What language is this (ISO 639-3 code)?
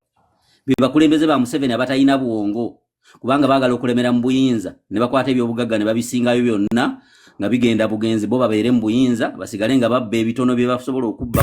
lug